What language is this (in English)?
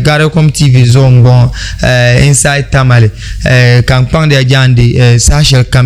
Dagbani